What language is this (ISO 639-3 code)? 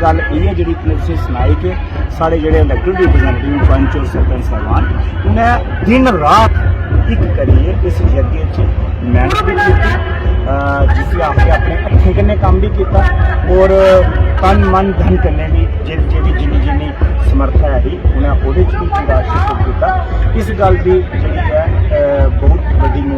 doi